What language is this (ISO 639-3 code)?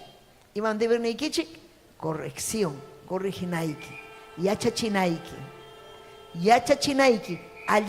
quy